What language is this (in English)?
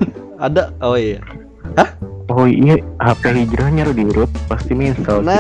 Banjar